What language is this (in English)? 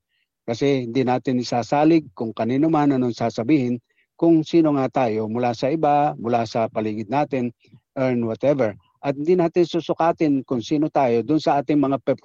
Filipino